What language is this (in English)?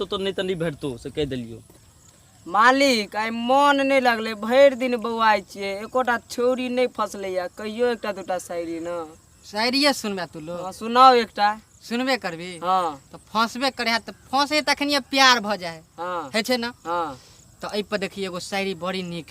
Maithili